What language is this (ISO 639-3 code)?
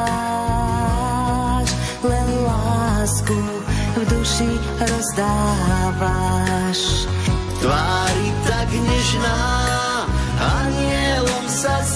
slk